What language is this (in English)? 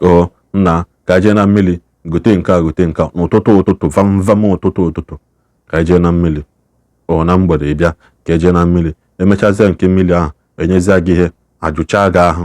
Igbo